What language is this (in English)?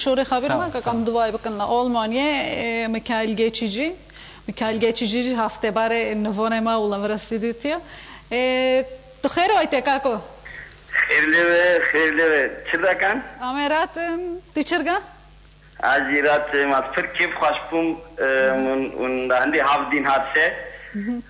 Kurdish